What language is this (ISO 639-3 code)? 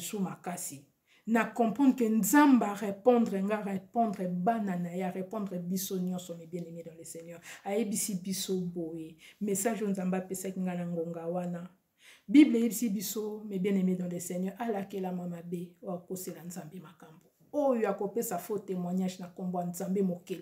lin